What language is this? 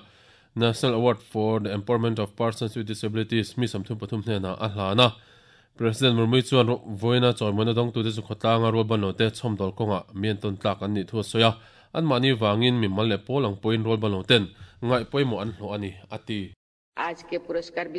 Mizo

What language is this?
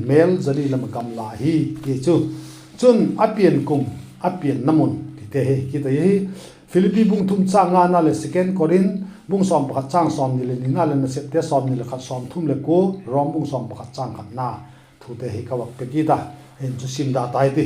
Vaiphei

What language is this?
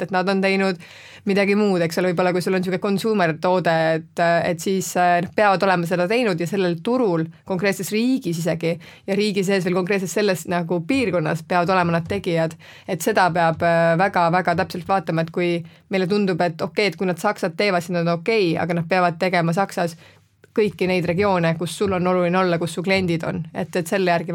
Estonian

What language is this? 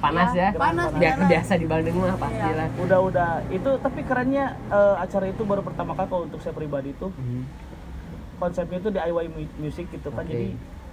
Indonesian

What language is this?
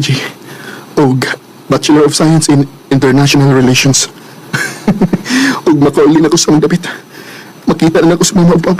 Cebuano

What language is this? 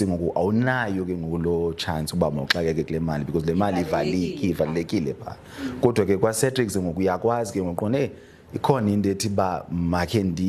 Xhosa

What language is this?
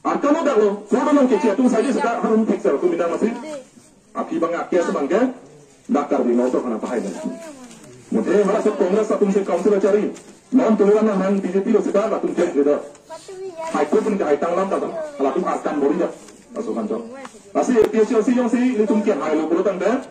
Karbi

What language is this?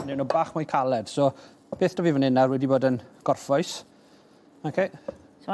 Welsh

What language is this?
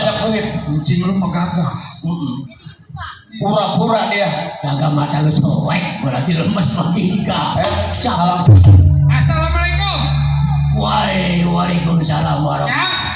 Betawi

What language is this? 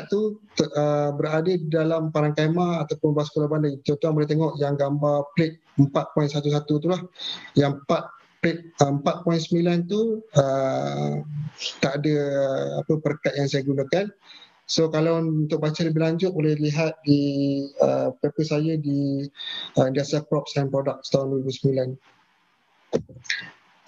Malay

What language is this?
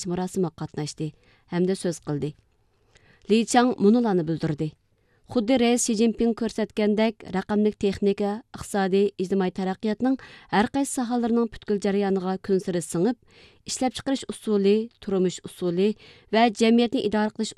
Uyghur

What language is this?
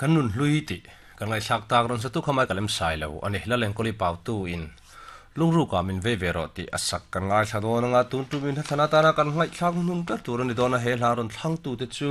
Mizo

